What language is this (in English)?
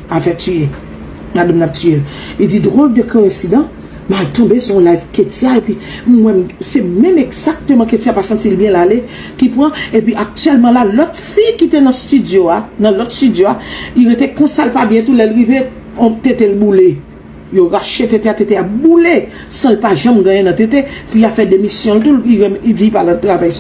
Haitian Creole